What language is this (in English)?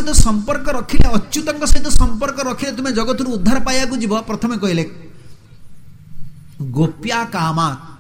Odia